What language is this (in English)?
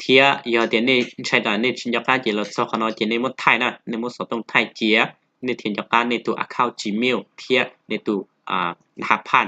Hmong